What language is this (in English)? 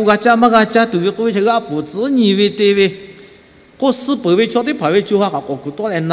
Lahu